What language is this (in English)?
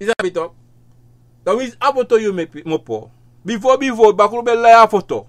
Sranan Tongo